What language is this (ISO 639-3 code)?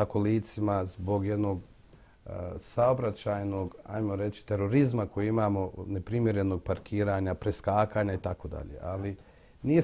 bos